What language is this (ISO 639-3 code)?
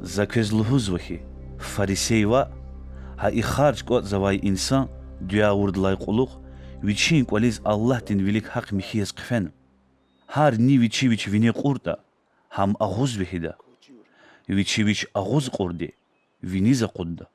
lez